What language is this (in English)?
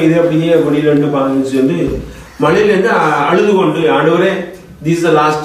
Tamil